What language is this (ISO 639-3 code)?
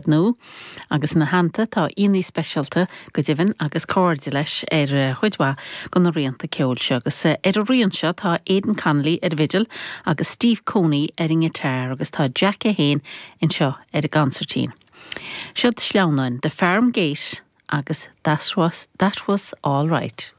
gle